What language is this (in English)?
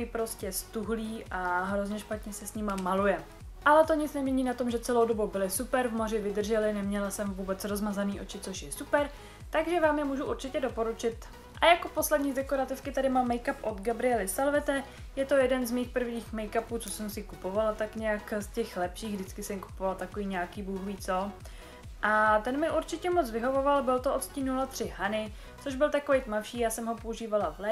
Czech